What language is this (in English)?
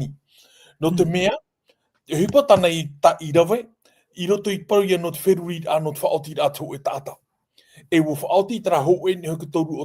Tahitian